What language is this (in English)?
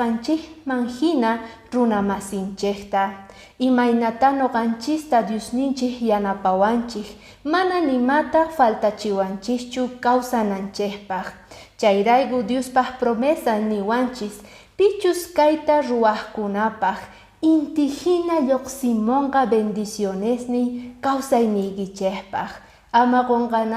Quechua